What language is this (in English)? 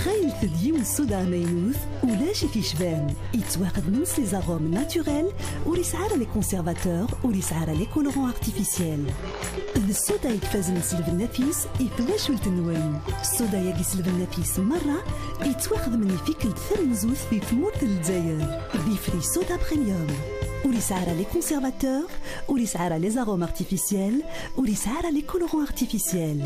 Kabyle